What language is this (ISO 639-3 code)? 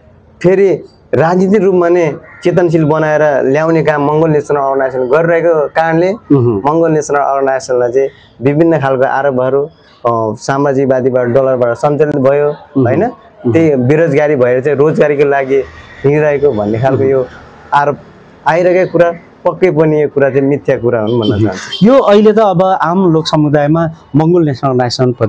nep